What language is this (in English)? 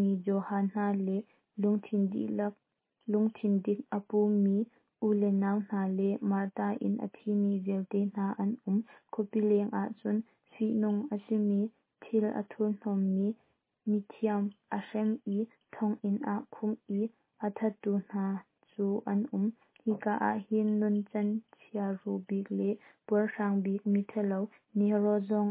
Hakha Chin